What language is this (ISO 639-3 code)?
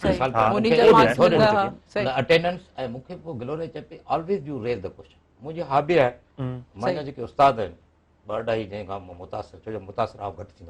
snd